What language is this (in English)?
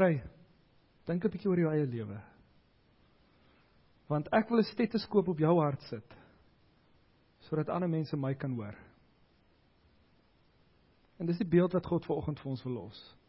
Afrikaans